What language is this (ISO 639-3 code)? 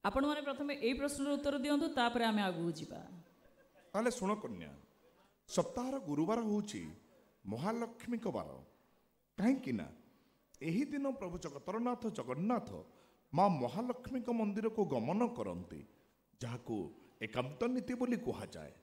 ori